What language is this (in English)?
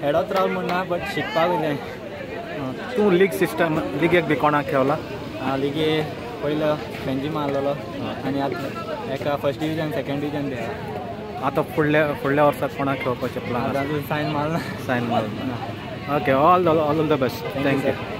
Konkani